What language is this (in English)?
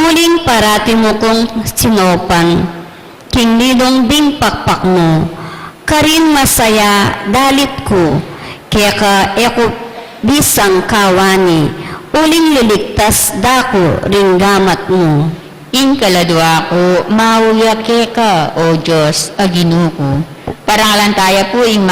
Pampanga